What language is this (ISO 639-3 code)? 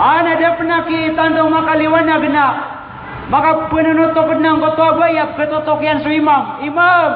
mrw